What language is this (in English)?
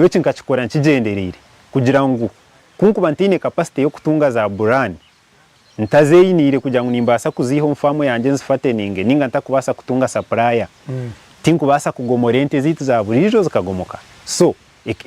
Nyankole